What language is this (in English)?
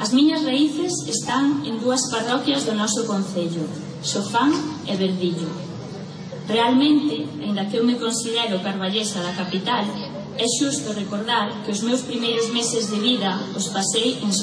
Galician